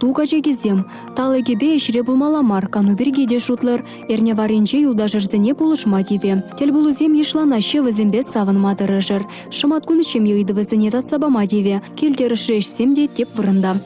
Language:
Chuvash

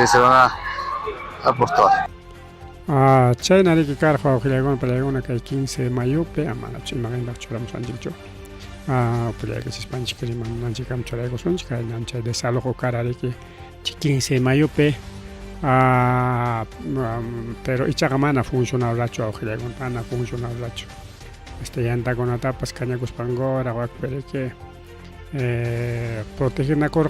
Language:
Ayacucho Quechua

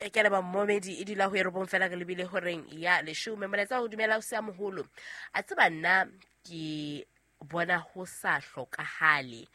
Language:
Southern Sotho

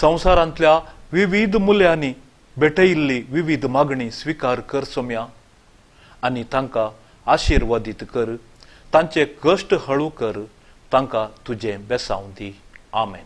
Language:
Konkani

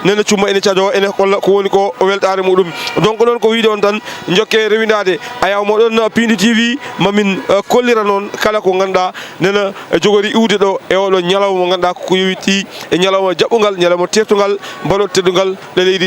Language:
Fula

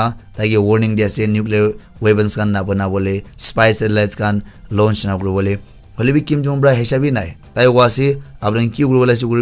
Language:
Naga Pidgin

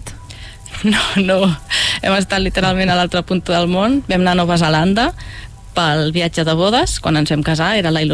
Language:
Catalan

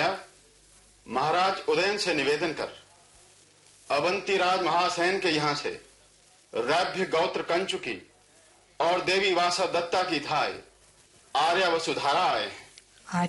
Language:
Hindi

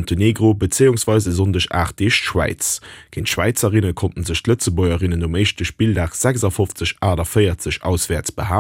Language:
Luxembourgish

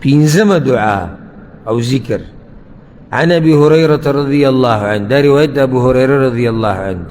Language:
Pashto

